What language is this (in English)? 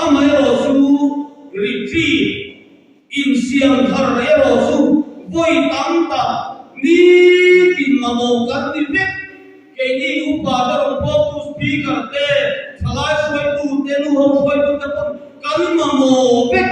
Mizo